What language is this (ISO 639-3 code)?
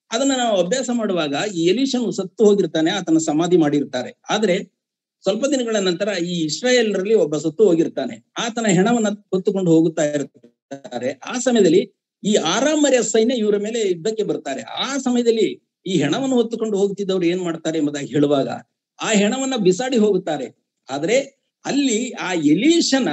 kan